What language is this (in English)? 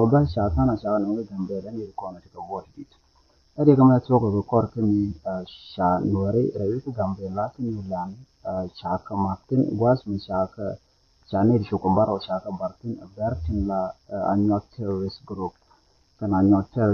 Nuer